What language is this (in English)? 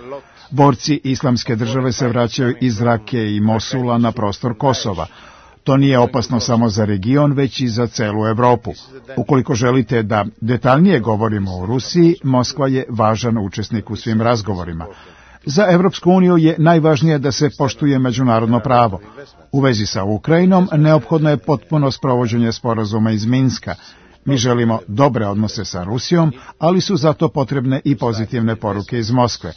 Serbian